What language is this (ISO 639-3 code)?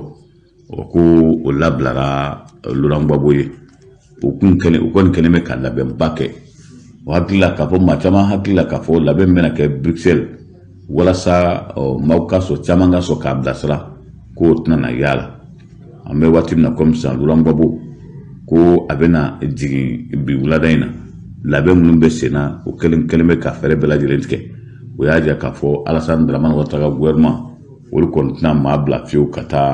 bam